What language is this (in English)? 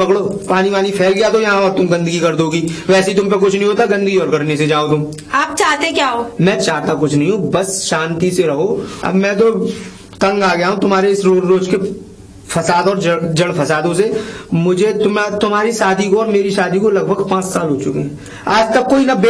Hindi